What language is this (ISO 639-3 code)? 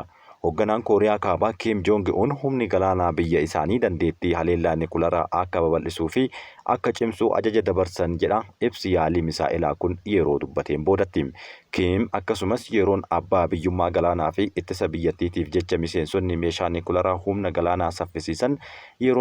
orm